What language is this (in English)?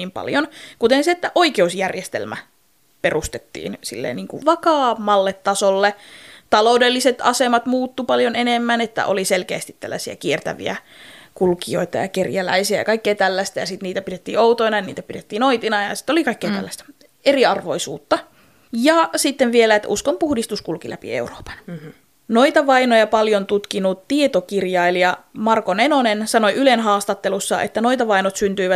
Finnish